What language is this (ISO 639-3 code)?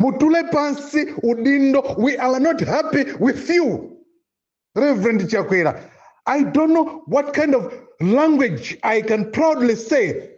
nya